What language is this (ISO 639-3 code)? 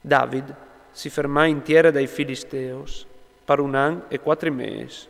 fur